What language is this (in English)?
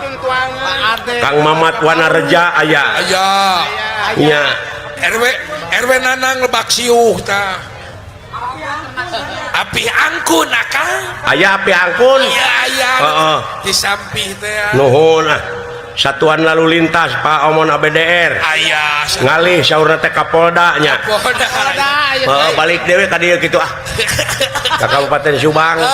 Sundanese